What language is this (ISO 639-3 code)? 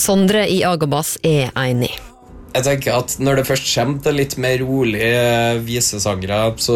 nor